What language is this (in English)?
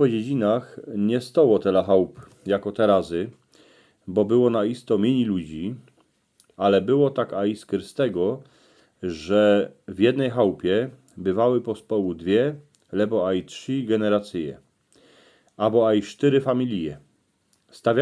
Silesian